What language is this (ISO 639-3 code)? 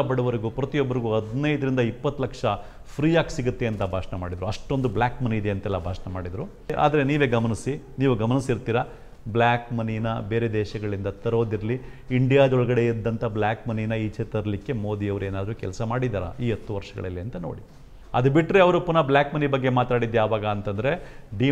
kan